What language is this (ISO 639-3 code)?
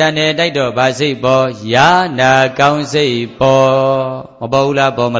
mya